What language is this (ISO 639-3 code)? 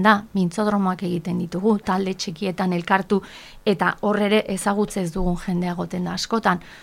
eus